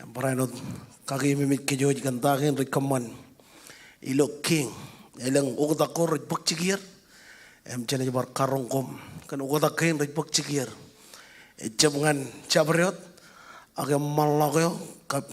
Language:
Marshallese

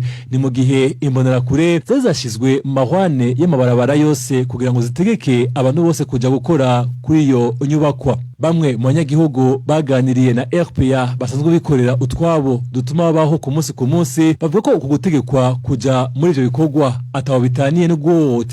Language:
Rundi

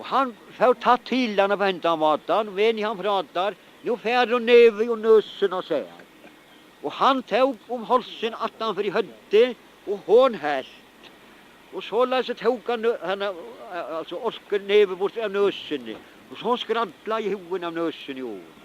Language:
Faroese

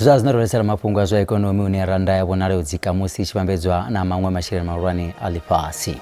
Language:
Venda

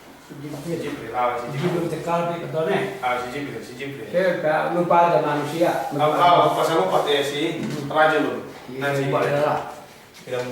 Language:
Yakan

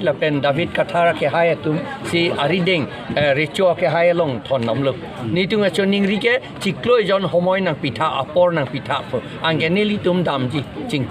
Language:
Karbi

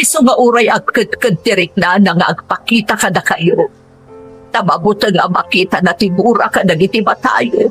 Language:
Iloko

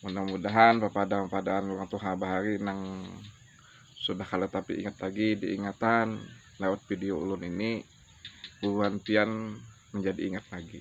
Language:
Banjar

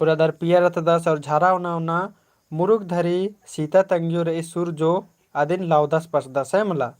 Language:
Kurukh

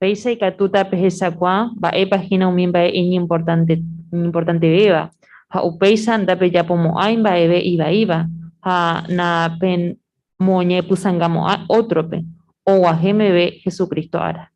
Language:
Guarani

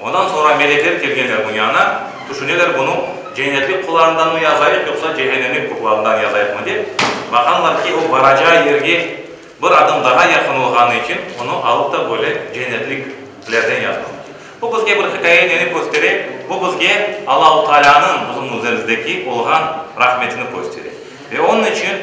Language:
Crimean Tatar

